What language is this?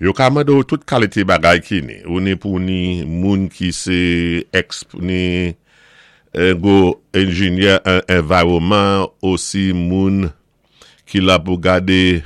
Saint Lucian Creole French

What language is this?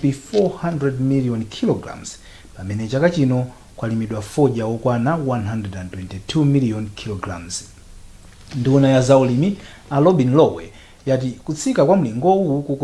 Nyanja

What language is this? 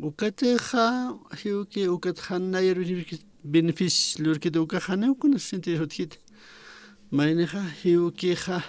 Aymara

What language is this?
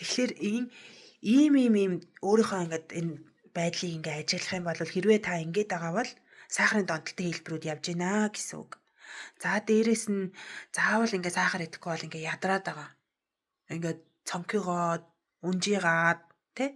Mongolian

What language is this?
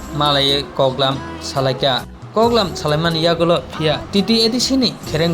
Kok Borok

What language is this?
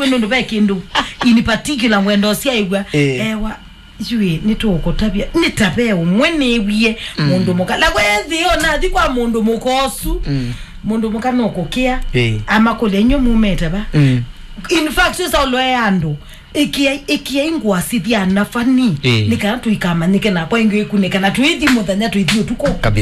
Kamba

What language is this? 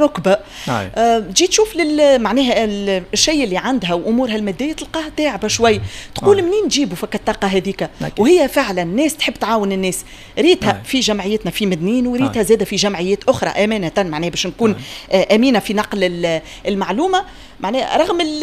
Tunisian Arabic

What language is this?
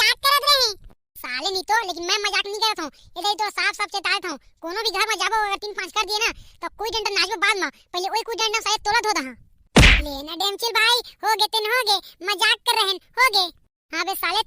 Chhattisgarhi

